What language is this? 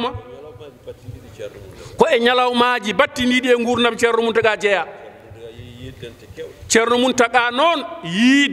Fula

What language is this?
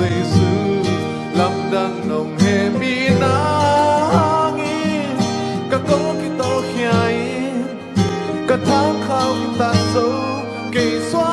Tedim Chin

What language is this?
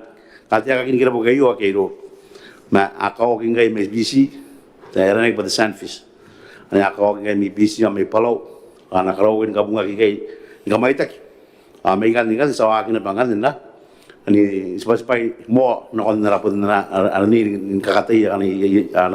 Gilbertese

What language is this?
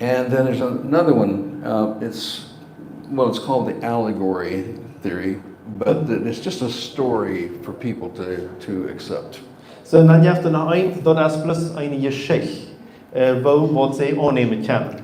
Plautdietsch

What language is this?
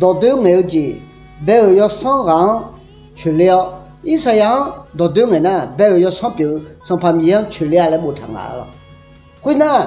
Akha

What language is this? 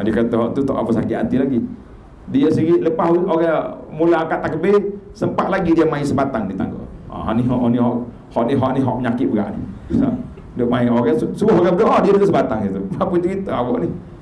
Malay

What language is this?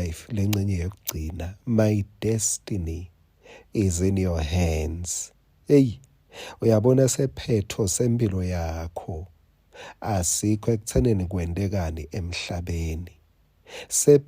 Swati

